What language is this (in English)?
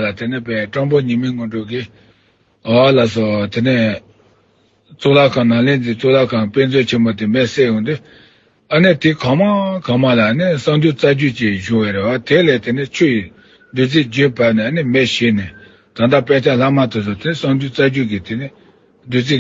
Tibetan